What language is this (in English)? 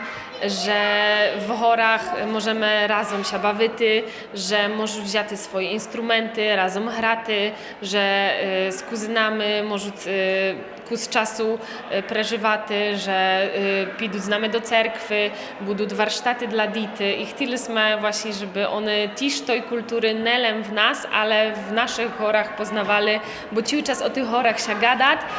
Rusyn